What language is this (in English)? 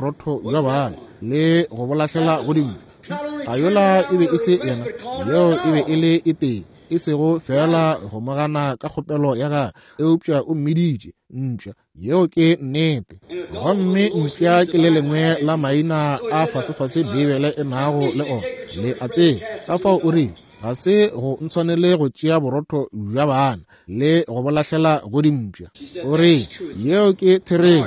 Northern Sotho